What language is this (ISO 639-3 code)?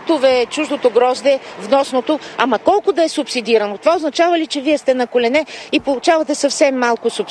bul